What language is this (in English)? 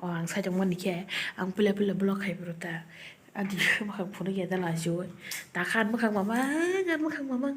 Kok Borok